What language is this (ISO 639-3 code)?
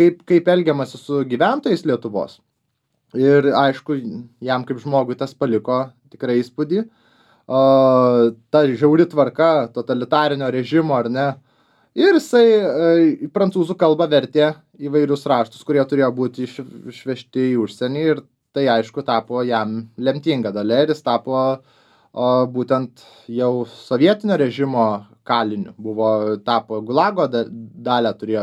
lit